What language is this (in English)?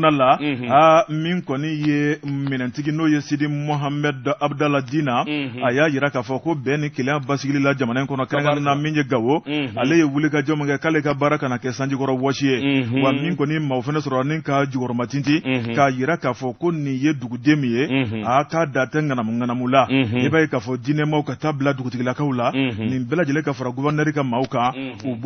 Bambara